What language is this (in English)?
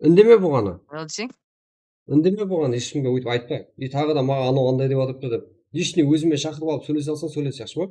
Kara-Kalpak